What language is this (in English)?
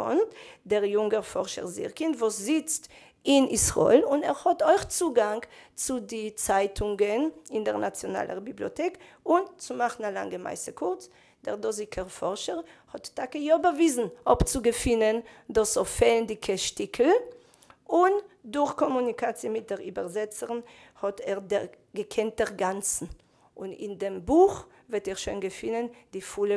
Yiddish